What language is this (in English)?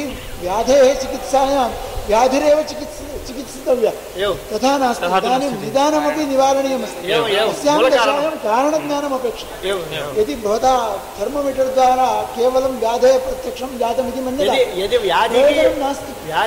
Sanskrit